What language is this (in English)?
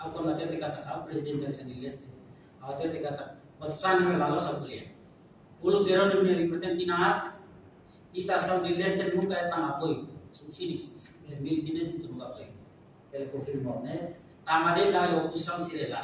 Tetum